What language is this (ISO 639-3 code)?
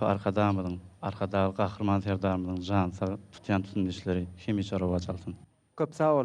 tuk